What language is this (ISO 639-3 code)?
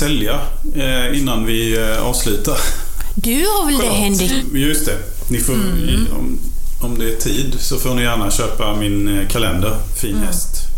swe